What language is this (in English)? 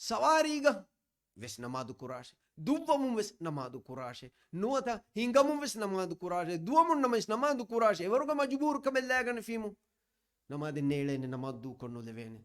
Divehi